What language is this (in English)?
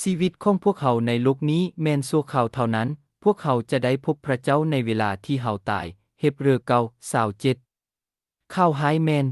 Lao